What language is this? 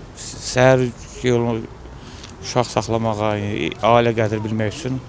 Azerbaijani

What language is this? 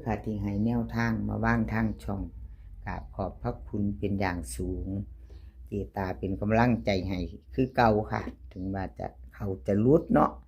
Northeastern Thai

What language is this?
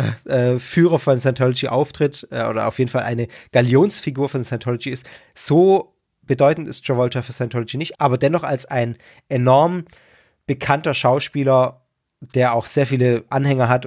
German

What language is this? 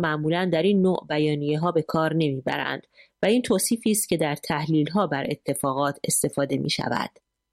Persian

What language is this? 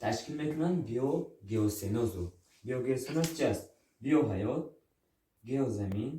Tajik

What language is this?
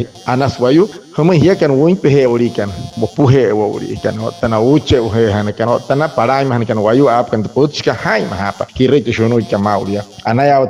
Wayuu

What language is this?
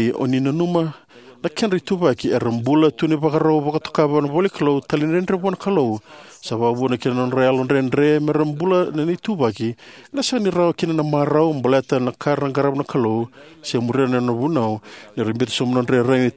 Fijian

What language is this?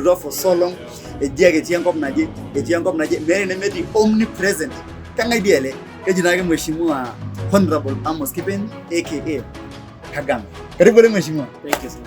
Masai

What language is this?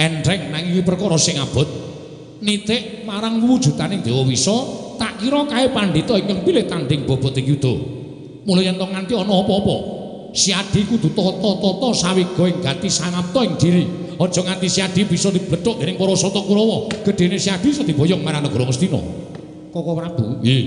Javanese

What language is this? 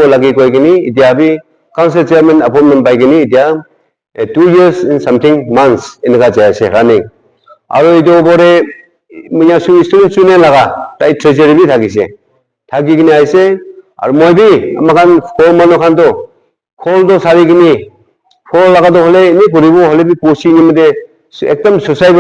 Naga Pidgin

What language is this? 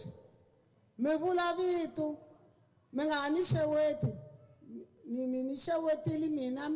Tsonga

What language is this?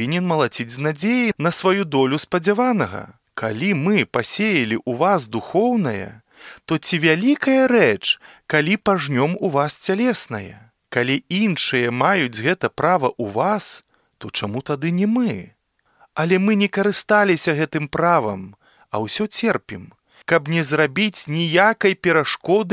Belarusian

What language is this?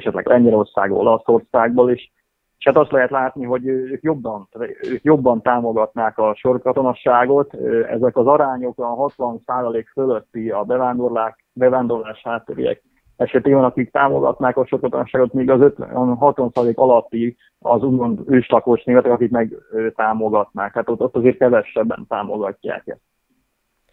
Hungarian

